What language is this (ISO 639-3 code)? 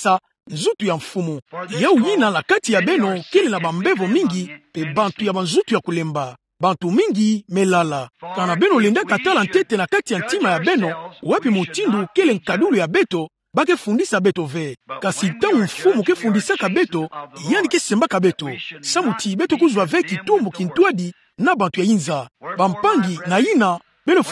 ktu